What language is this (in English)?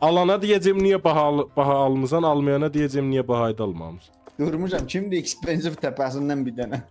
South Azerbaijani